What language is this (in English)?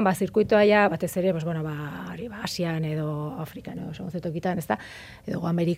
Basque